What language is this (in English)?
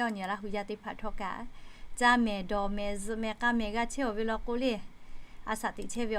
Lahu